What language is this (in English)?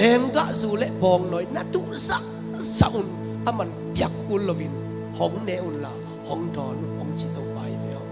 Tedim Chin